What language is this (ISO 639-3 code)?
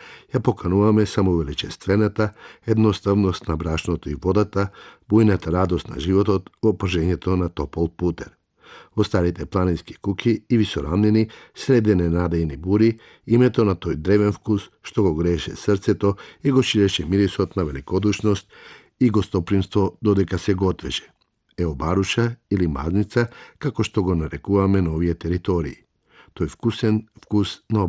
mkd